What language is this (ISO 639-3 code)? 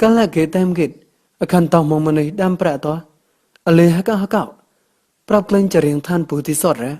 mnw